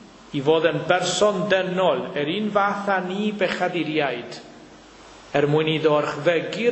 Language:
Welsh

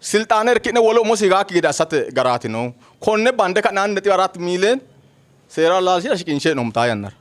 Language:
Sidamo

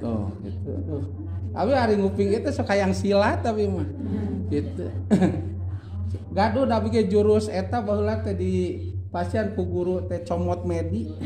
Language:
Sundanese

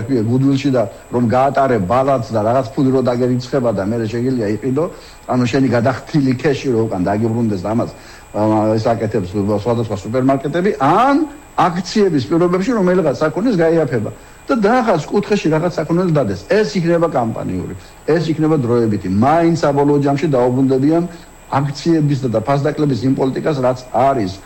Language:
Georgian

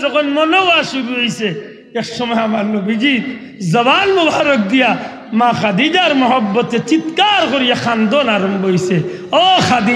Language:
Sylheti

